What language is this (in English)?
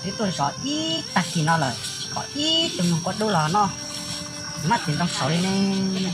Hmong